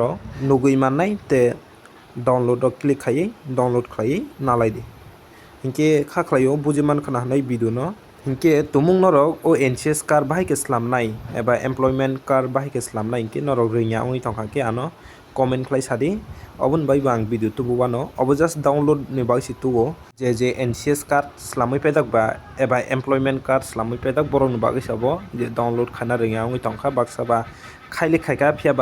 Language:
Kok Borok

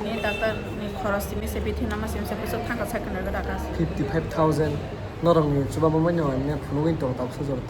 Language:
Kok Borok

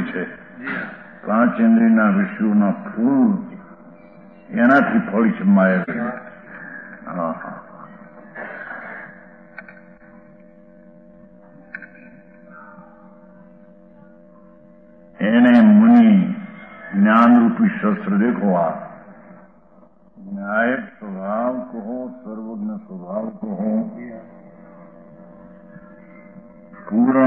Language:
Gujarati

